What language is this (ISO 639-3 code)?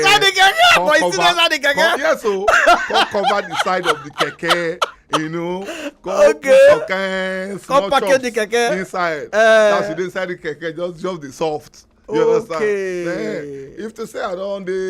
pcm